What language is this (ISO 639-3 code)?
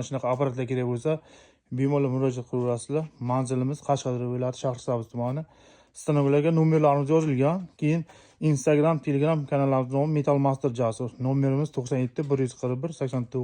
uzb